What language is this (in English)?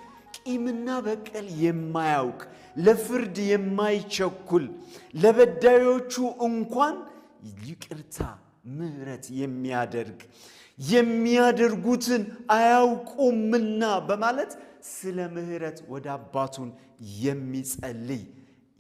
Amharic